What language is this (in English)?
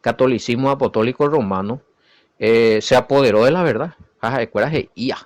Guarani